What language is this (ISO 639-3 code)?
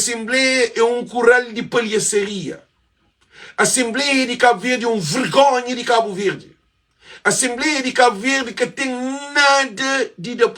kea